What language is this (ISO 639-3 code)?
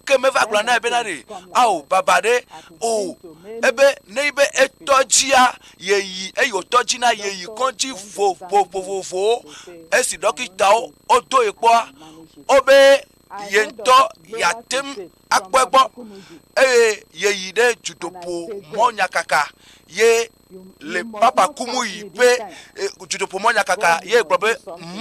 ewe